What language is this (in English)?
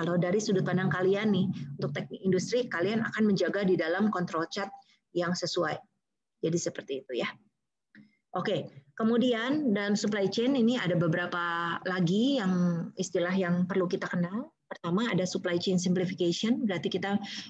Indonesian